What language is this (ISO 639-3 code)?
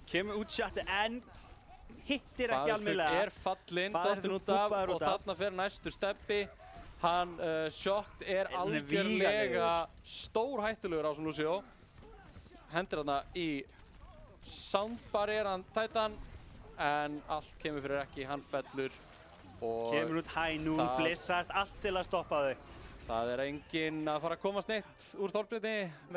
isl